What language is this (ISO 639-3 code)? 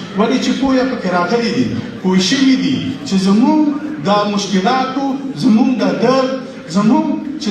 pus